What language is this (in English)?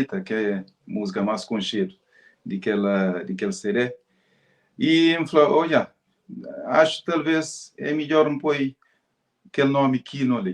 Kabuverdianu